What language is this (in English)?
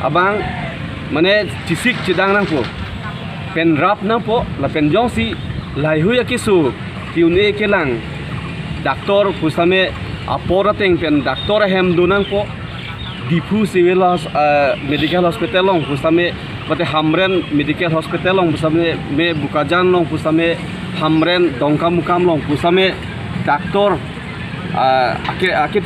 Karbi